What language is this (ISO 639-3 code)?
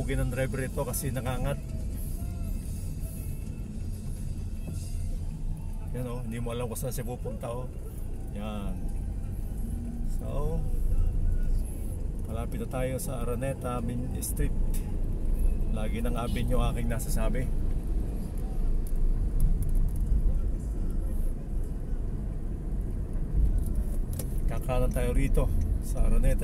fil